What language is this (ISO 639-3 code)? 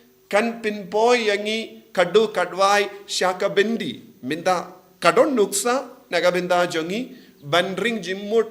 kha